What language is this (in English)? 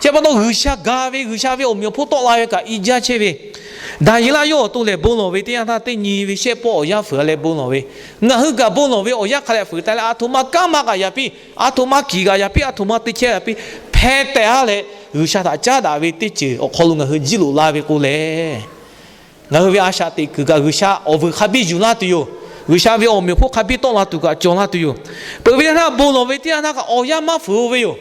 Lahu